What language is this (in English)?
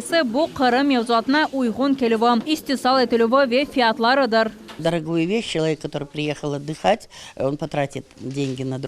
Crimean Tatar